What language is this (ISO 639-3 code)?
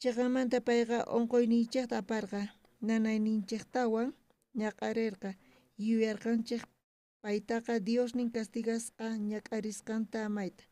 quh